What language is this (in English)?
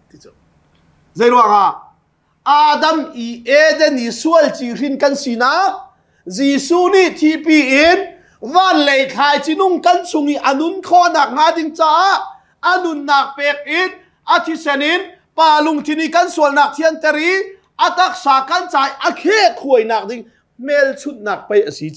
Hakha Chin